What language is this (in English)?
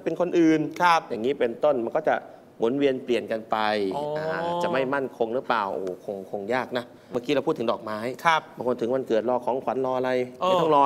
Thai